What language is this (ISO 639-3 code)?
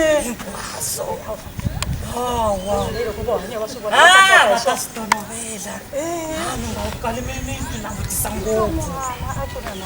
tso